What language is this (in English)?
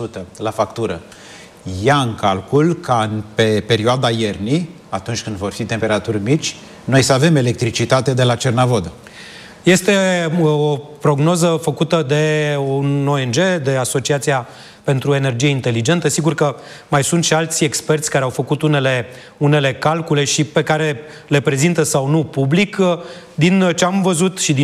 Romanian